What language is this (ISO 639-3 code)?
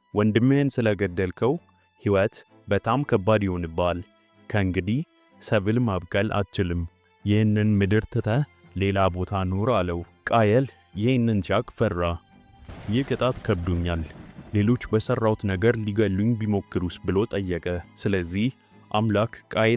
amh